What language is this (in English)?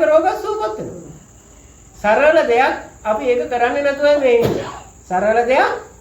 Sinhala